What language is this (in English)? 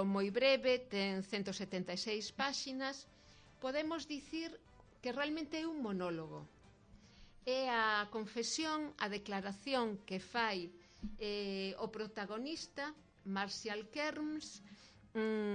Galician